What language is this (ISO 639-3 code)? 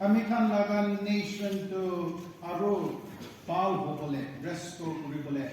nag